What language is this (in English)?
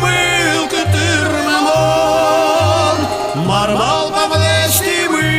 Udmurt